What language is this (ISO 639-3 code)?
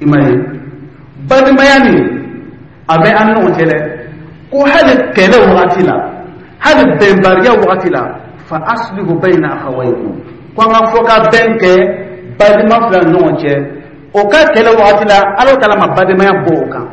dyu